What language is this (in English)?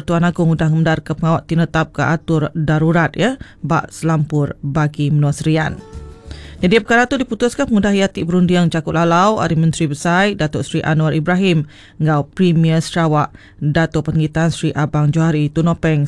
Iban